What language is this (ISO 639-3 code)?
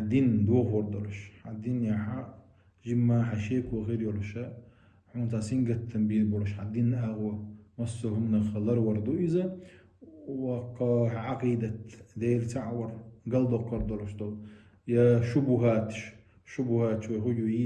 che